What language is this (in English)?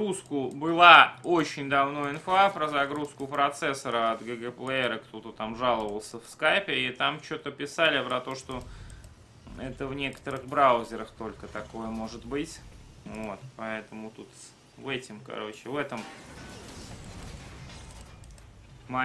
Russian